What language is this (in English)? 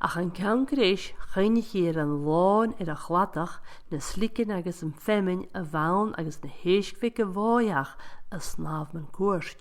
Scottish Gaelic